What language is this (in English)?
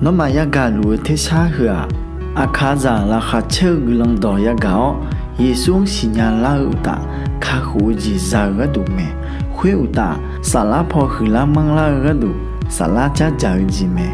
Akha